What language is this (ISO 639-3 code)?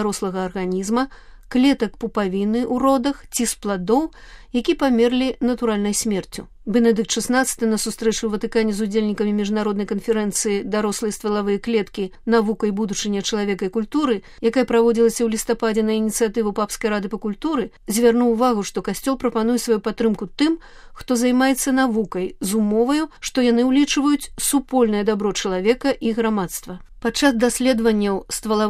bel